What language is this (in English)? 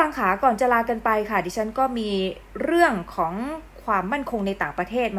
Thai